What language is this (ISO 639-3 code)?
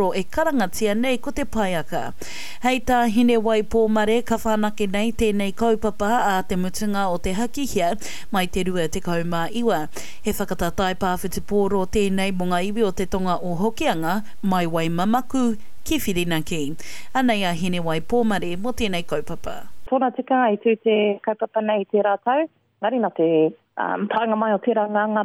mri